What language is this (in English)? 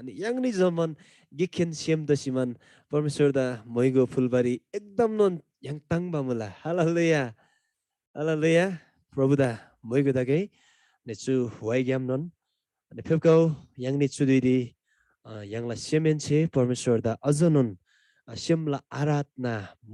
Eastern Tamang